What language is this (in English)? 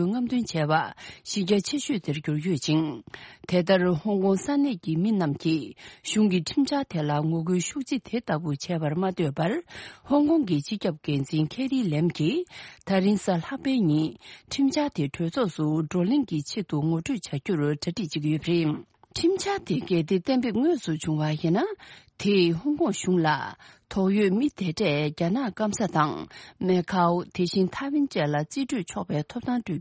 Tibetan